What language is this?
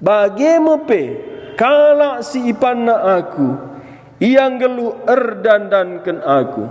Batak Karo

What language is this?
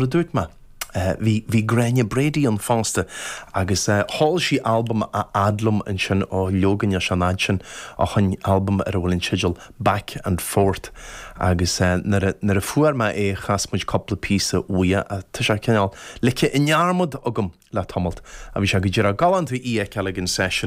Irish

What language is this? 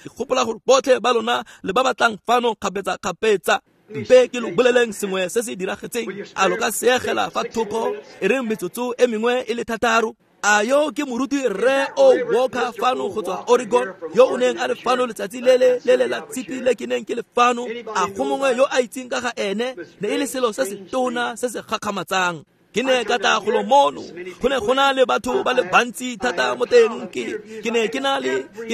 Tswana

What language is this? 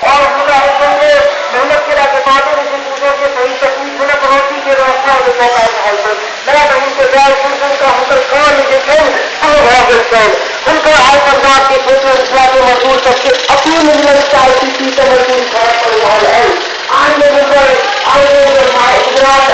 Maithili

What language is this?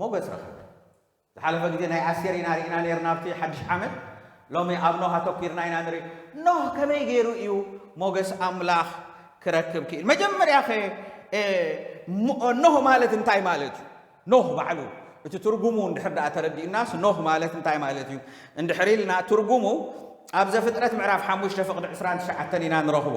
Tigrinya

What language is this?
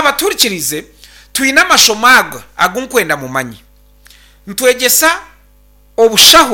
Nyankole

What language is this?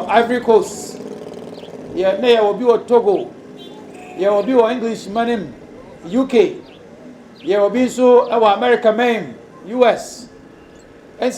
Akan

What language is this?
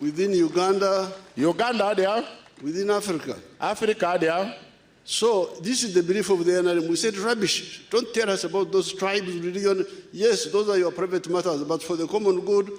Nyankole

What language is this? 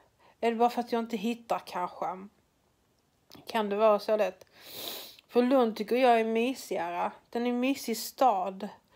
Swedish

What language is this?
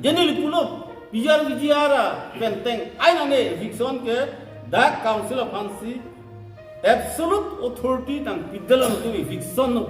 Karbi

